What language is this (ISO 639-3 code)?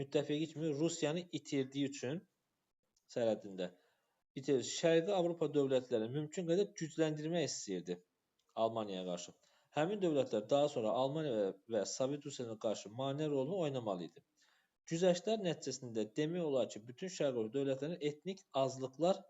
aze